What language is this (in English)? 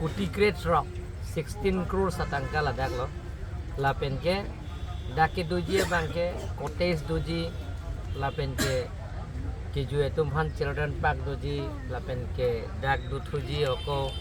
Karbi